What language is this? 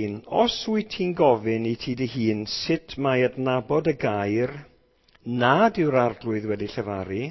Welsh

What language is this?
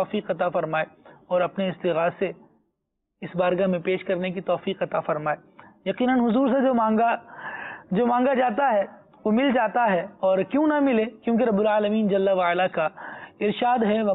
Urdu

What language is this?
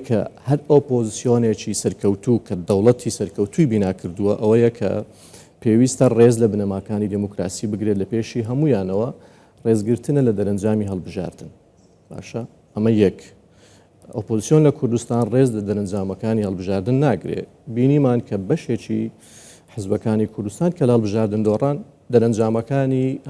Central Kurdish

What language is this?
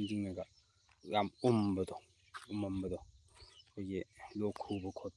Manipuri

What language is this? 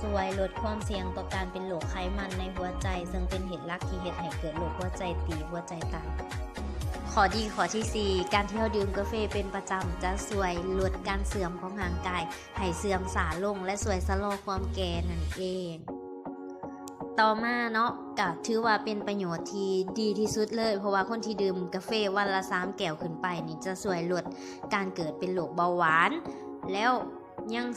Lao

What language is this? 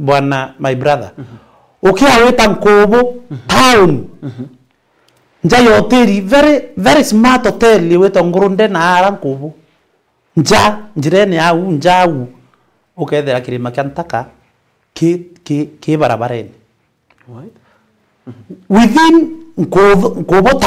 Meru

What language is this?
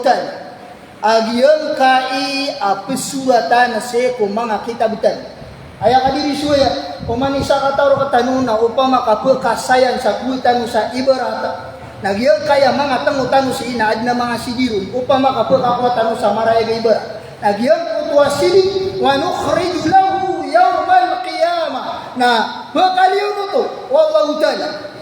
Maranao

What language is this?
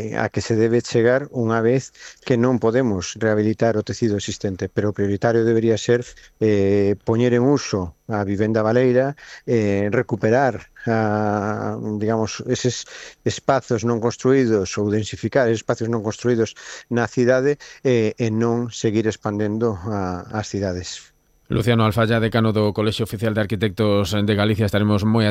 Galician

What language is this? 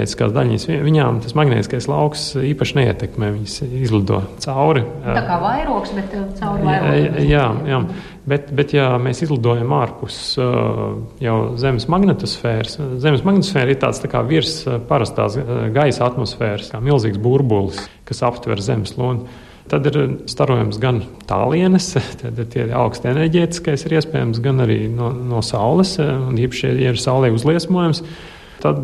Latvian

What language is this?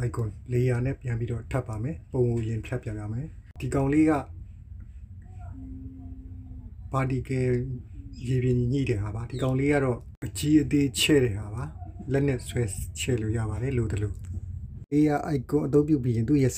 Burmese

